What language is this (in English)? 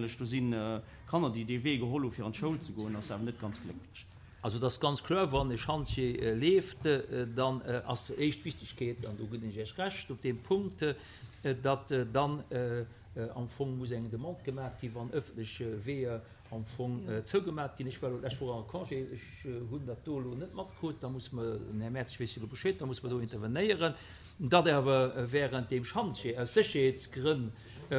Luxembourgish